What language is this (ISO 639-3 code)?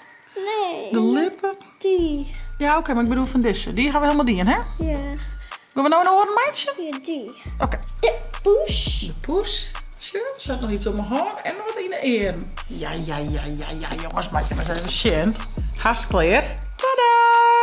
fry